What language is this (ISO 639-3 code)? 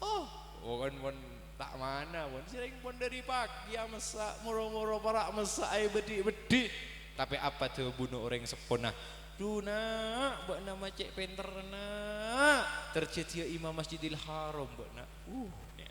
mad